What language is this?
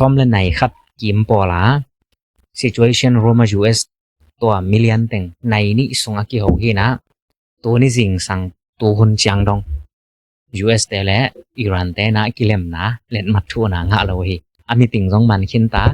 Tedim Chin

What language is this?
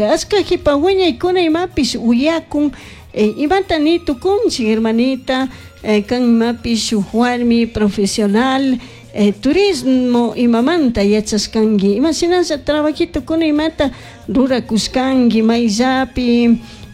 Chimborazo Highland Quichua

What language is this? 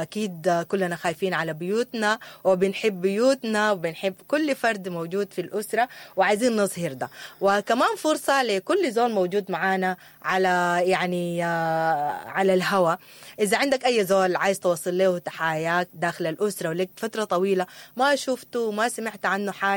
Sudanese Arabic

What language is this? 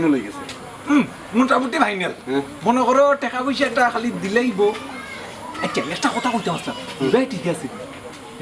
Sylheti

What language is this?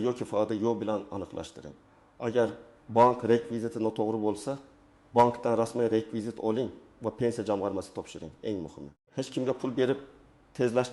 Uzbek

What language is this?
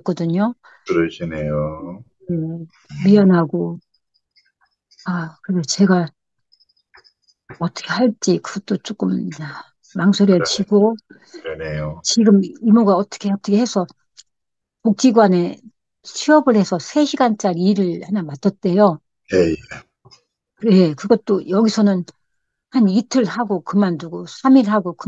Korean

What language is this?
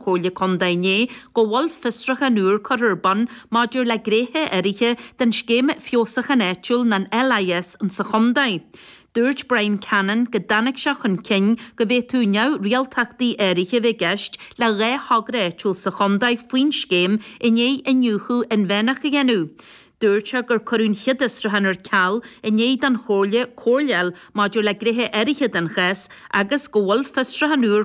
Irish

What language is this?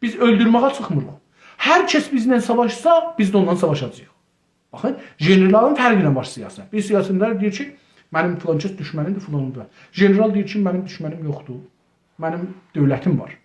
South Azerbaijani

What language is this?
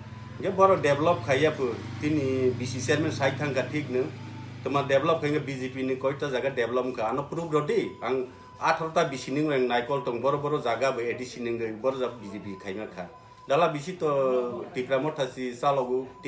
Kok Borok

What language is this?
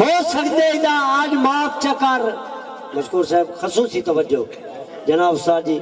Saraiki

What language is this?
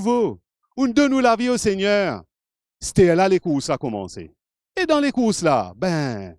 Morisyen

